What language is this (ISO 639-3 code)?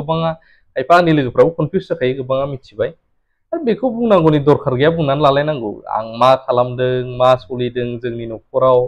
brx